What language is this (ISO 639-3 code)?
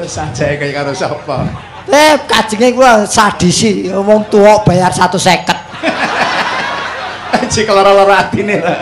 jav